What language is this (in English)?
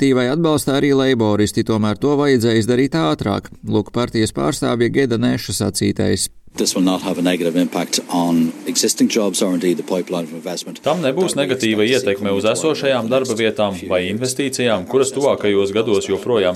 Latvian